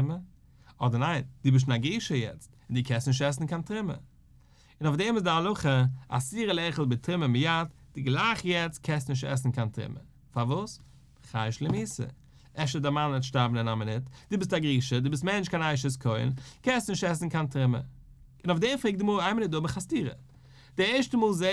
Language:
Yiddish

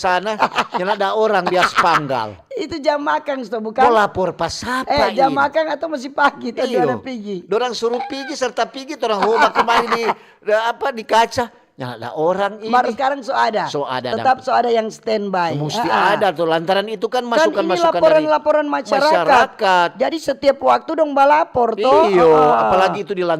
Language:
Manado Malay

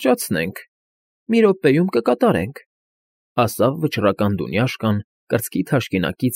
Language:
Armenian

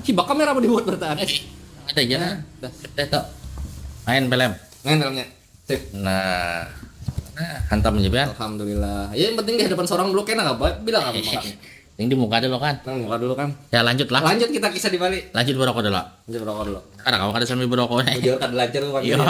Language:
Banjar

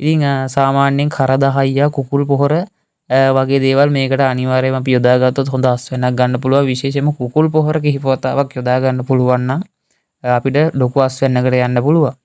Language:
Sinhala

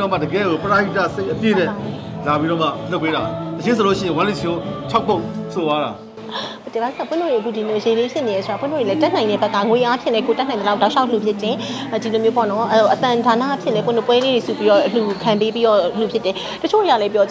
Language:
Burmese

